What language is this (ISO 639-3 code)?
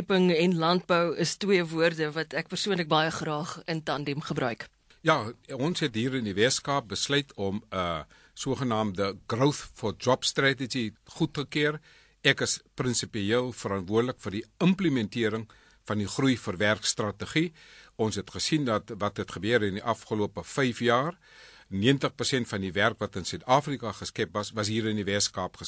afr